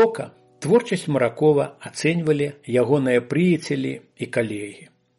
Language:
Belarusian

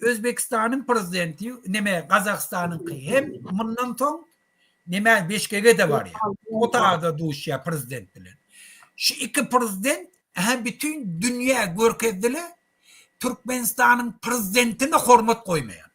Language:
Turkmen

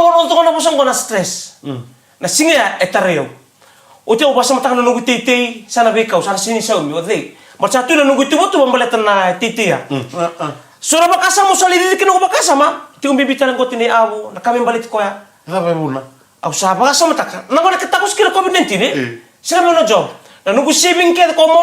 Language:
Fijian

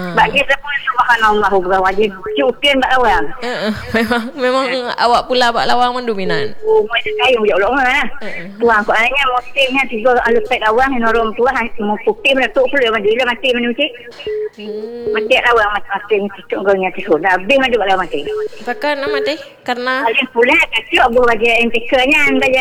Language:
Malay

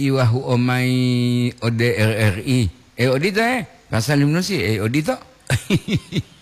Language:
Gorontalo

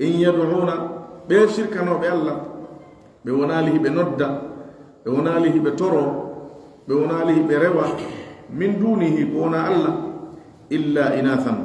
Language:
Pular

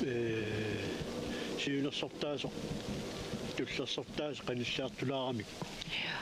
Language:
Kalaallisut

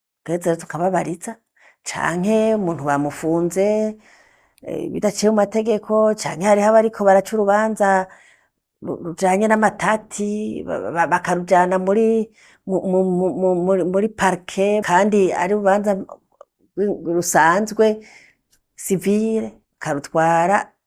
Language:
Rundi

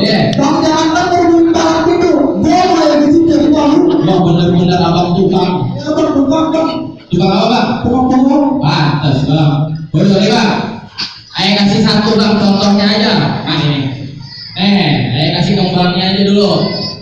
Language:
Betawi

